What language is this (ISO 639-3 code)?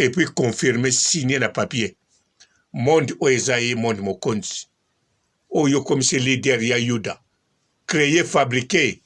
lin